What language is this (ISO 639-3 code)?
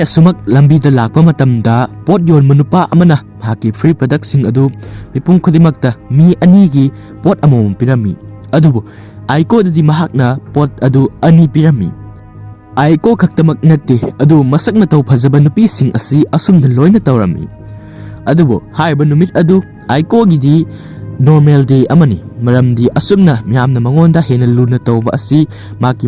mni